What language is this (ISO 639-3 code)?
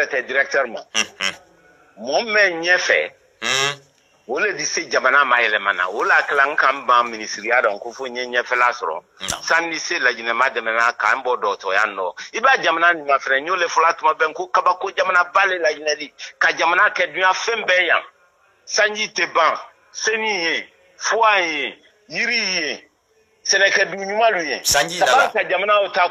bam